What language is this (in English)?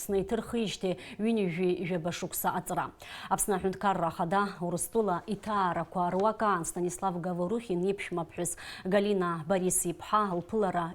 Abkhazian